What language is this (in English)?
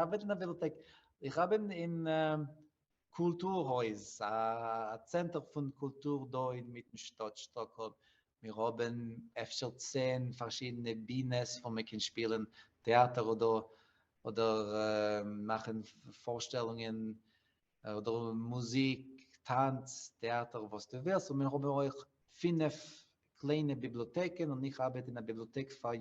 Yiddish